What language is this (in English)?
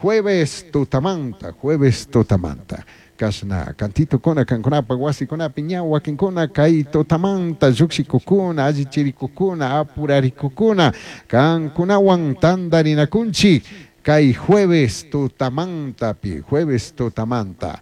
Chimborazo Highland Quichua